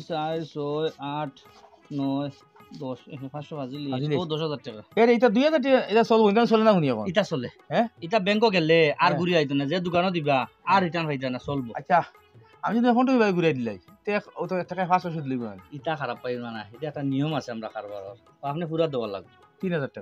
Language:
Sylheti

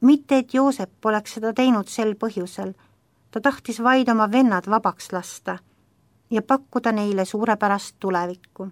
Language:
Estonian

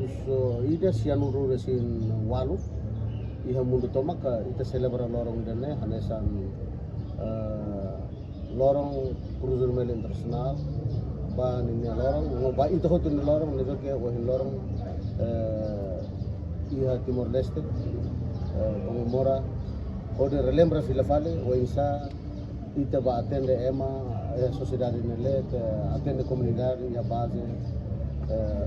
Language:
Tetum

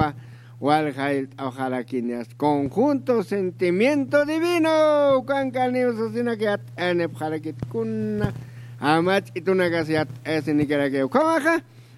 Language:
Aymara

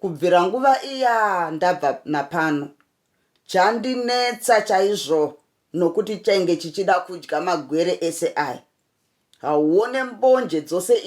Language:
Shona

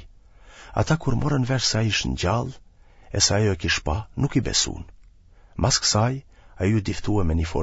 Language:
Albanian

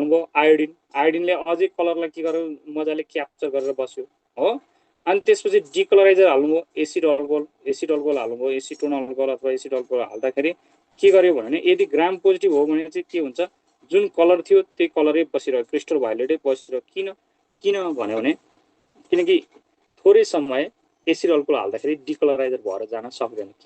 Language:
Nepali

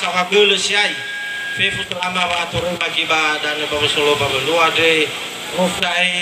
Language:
Nias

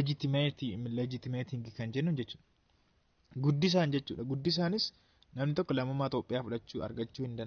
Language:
Oromo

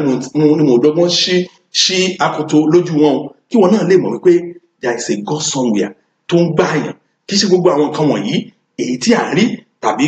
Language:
Yoruba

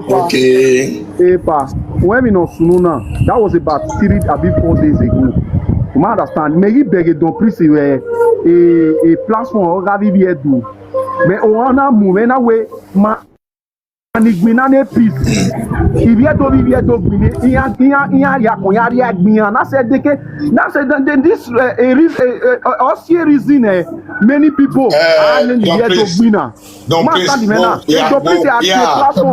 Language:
Nigerian Pidgin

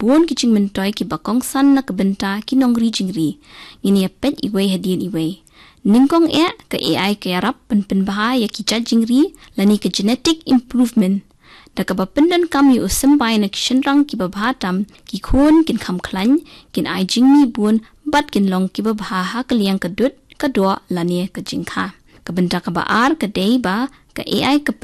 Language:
Khasi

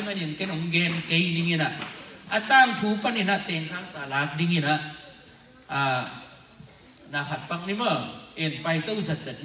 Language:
Tedim Chin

